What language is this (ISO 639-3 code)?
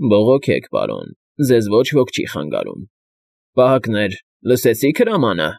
hye